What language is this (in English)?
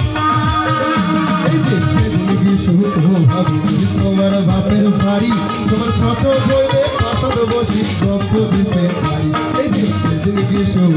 Bangla